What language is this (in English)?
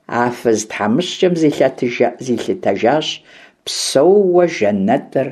Kabardian